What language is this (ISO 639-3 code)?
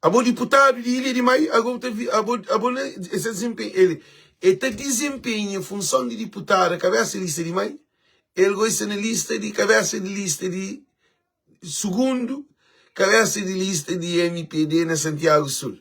kea